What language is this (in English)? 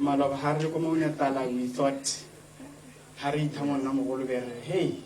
Tswana